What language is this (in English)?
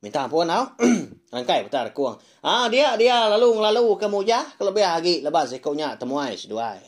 Iban